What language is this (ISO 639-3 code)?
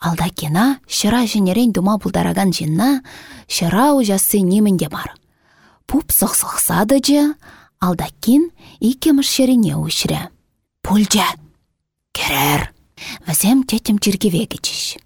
chv